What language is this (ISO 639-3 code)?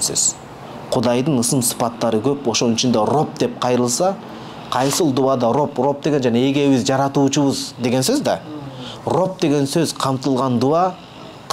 kir